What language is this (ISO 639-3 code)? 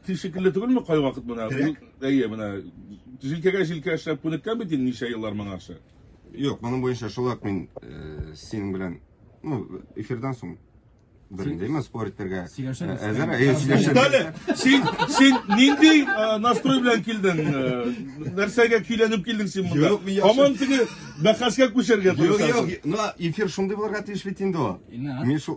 tat